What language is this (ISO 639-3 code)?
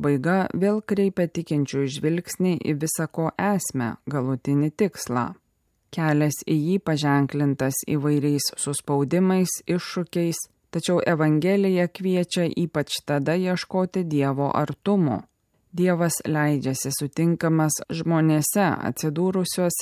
lit